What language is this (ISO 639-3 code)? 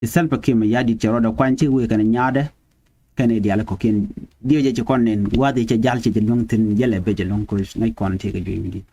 nus